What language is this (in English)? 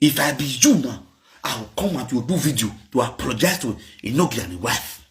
Nigerian Pidgin